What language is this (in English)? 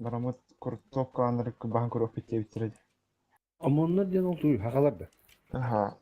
Yakut